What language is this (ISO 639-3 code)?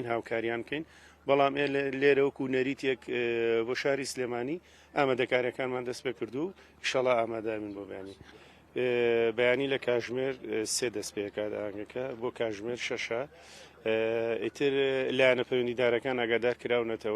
ckb